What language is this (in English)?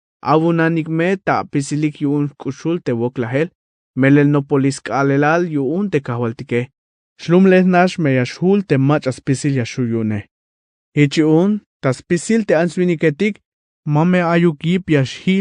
Tzeltal